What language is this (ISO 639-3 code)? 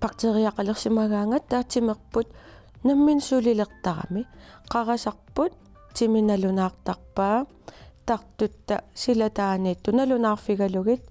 kal